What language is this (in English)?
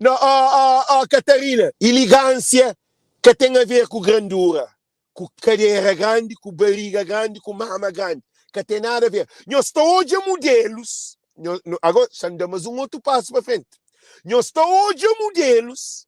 Kabuverdianu